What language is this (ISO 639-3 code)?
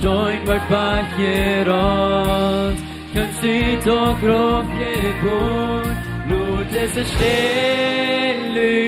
pdt